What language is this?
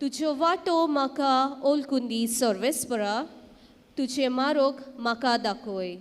Konkani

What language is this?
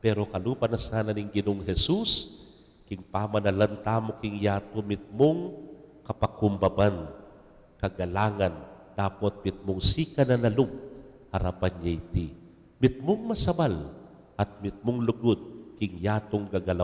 Pampanga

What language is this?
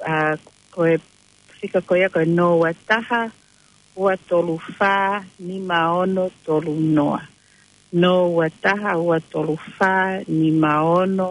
Tongan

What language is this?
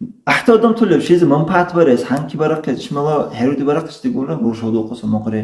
Dargwa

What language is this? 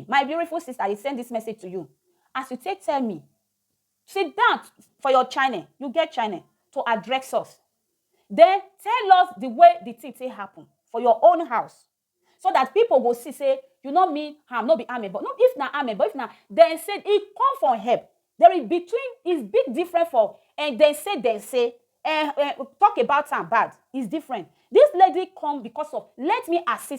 Nigerian Pidgin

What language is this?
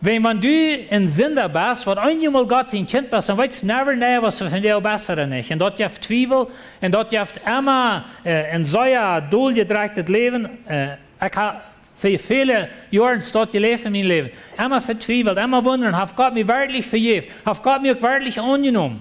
Plautdietsch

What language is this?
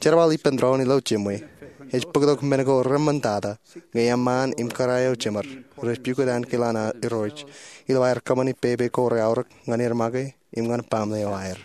Marshallese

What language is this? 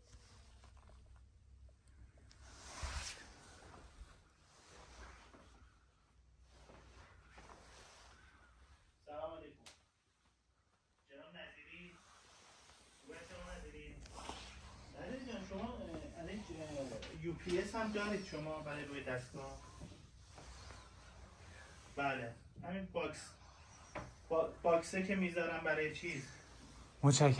Persian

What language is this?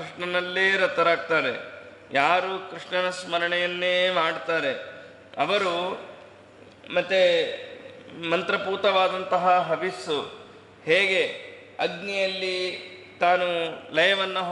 Kannada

